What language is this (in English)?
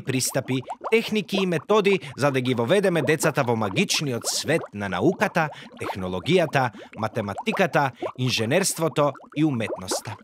Macedonian